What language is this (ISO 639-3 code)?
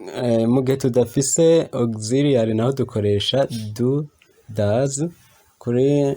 run